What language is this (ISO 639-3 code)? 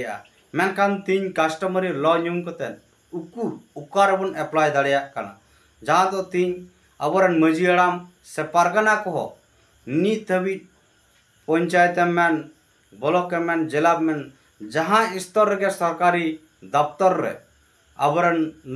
sat